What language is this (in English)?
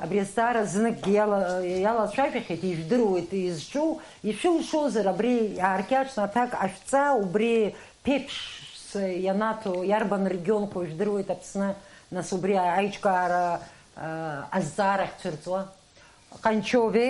Abkhazian